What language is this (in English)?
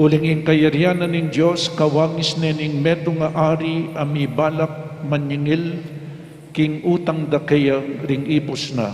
Pampanga